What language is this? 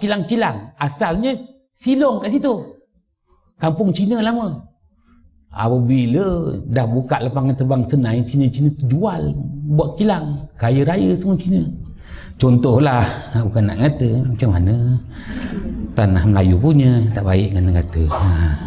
Malay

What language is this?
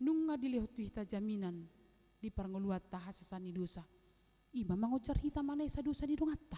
Batak Toba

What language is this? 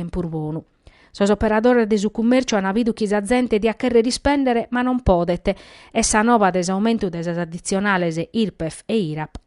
Sardinian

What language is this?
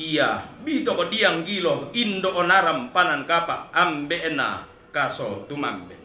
Toraja-Sa'dan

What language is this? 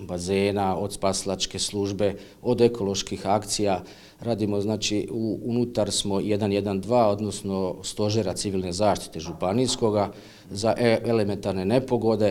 Croatian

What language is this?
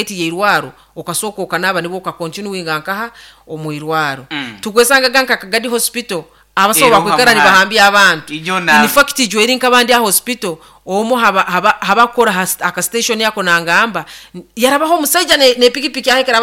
Nyoro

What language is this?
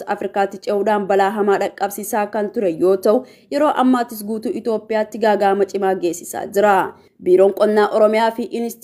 Oromo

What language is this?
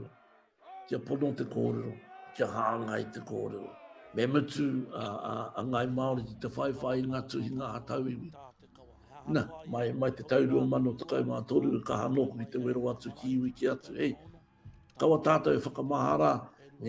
Māori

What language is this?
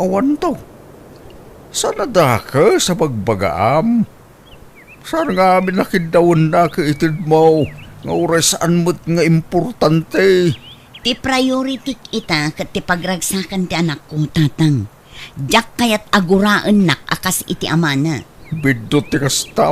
Iloko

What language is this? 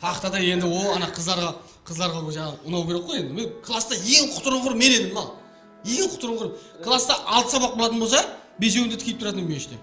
Kara-Kalpak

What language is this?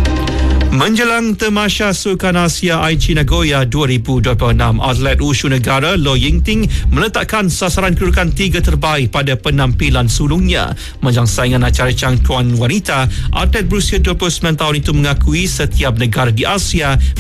Malay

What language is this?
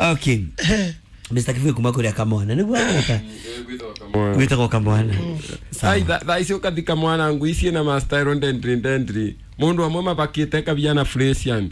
Kikuyu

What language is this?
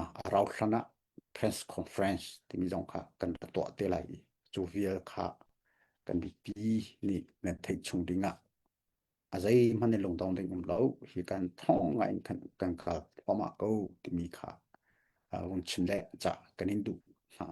Hakha Chin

